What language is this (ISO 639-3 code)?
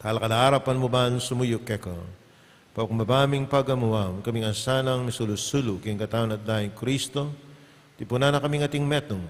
pam